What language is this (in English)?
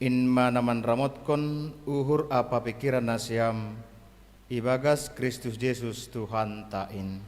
Batak Simalungun